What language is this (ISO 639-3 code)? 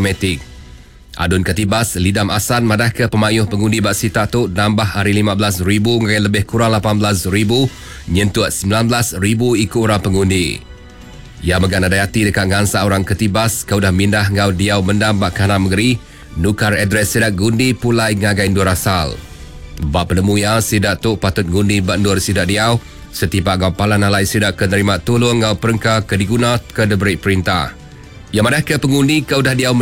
iba